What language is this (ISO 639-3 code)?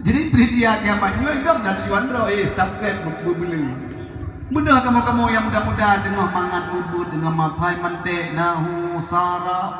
ace